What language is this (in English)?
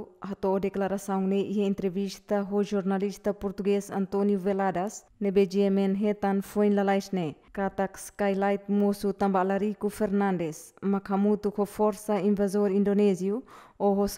Tetum